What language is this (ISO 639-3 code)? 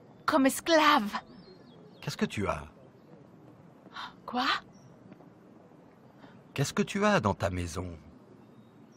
fra